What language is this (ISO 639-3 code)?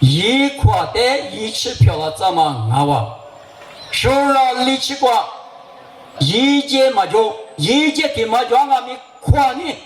lis